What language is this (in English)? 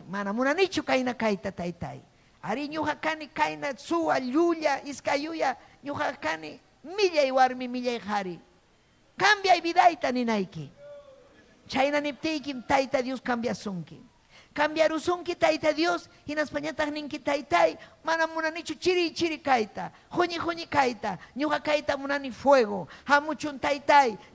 Ayacucho Quechua